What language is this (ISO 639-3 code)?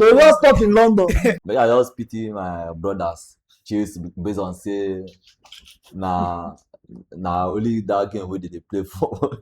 pcm